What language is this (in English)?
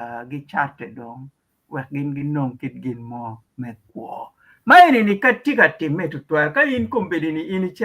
Acoli